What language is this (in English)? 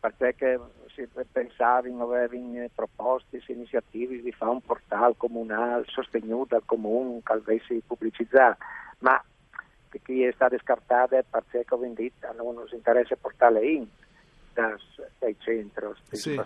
Friulian